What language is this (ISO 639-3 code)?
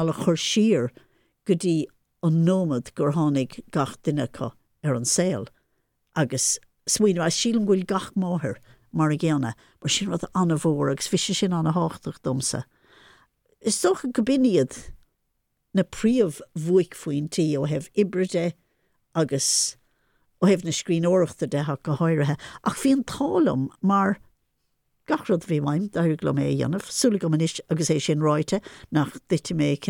gle